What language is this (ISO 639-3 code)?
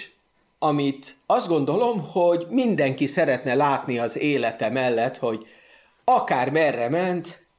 hun